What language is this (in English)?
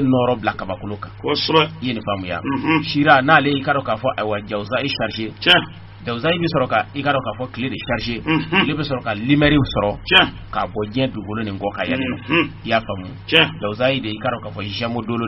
Bambara